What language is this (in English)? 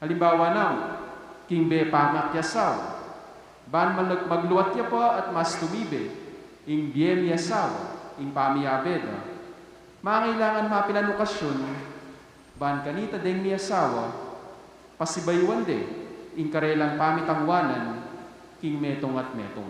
Pampanga